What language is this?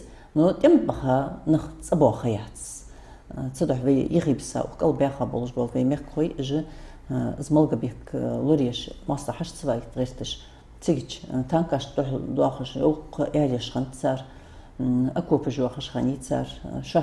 Ingush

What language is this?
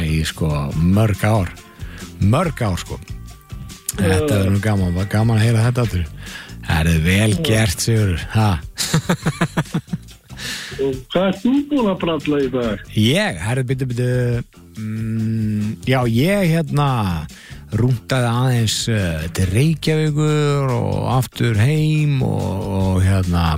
Icelandic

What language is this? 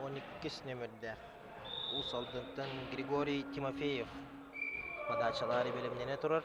Yakut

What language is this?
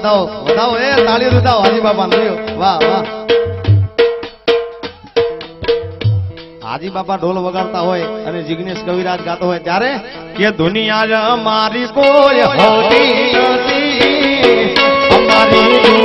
Gujarati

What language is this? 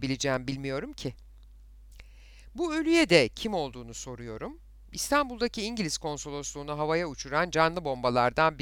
Turkish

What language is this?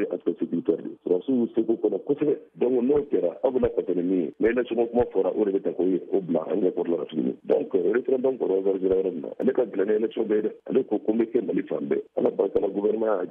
Bambara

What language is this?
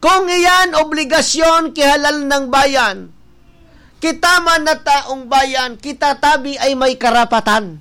Bikol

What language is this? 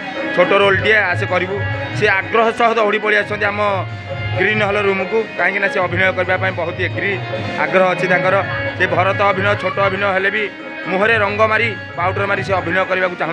Odia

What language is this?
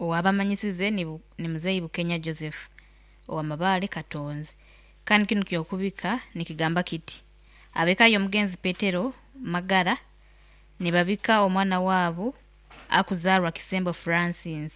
Nyoro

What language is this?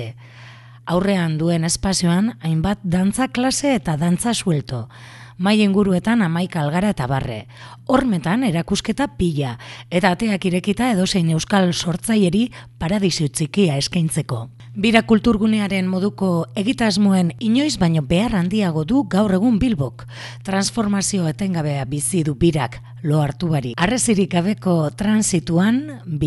Basque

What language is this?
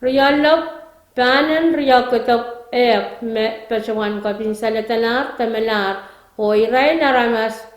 Pohnpeian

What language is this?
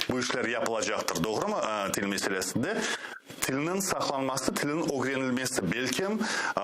Crimean Tatar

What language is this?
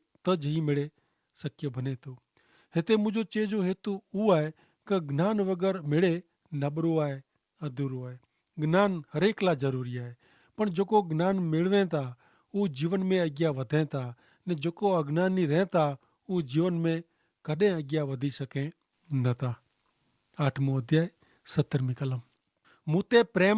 Kachhi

